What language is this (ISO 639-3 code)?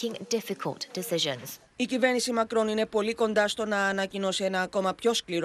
ell